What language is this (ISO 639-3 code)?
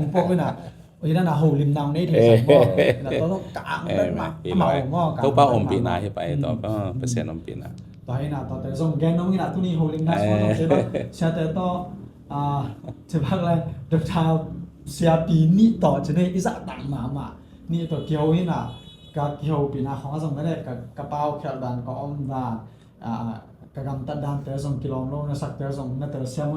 ctd